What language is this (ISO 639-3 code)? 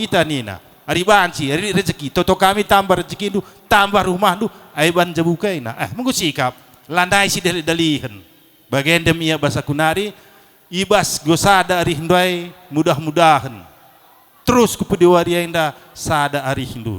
btx